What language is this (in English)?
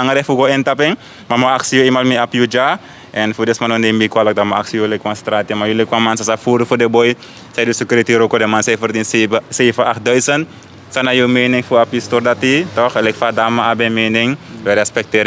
Sranan Tongo